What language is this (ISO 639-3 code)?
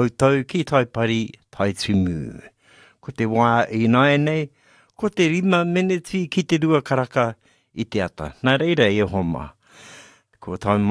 mri